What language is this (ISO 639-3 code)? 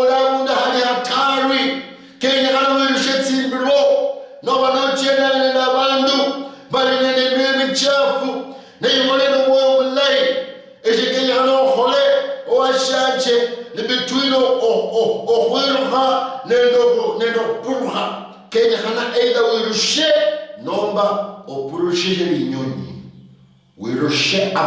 luy